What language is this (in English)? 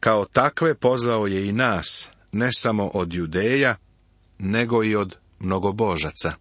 Serbian